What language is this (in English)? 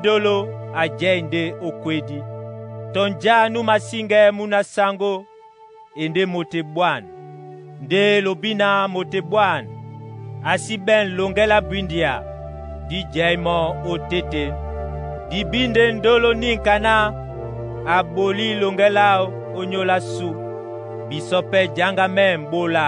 Duala